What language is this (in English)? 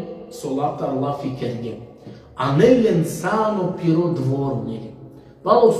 Balkan Romani